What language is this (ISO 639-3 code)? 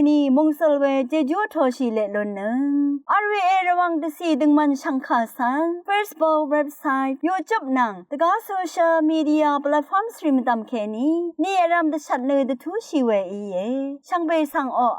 raw